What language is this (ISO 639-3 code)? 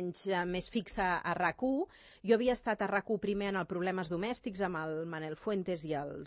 cat